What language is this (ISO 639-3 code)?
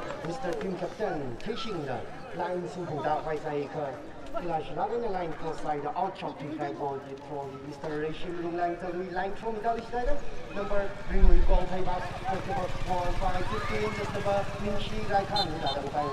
nmf